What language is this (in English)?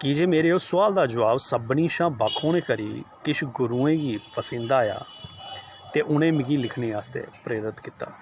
Dogri